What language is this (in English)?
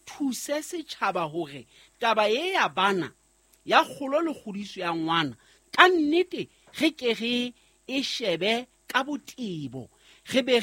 Southern Sotho